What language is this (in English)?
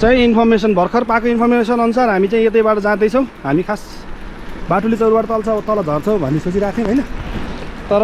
Nepali